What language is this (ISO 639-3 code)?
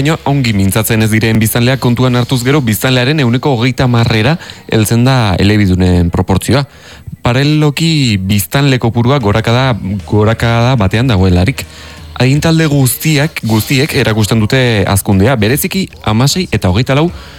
eus